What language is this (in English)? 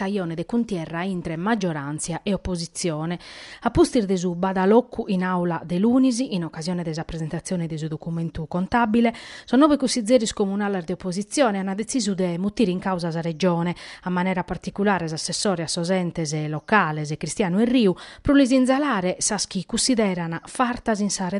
Sardinian